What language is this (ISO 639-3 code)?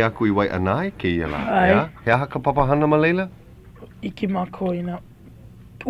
haw